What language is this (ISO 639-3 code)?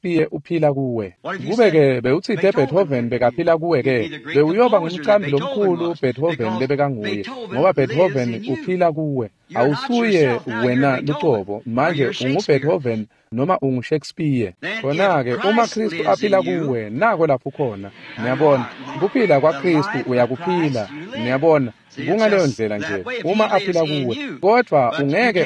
ssw